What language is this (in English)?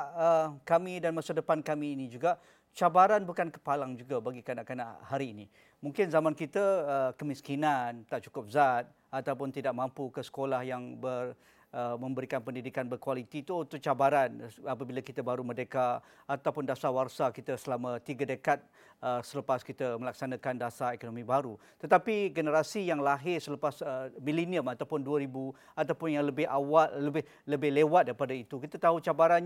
Malay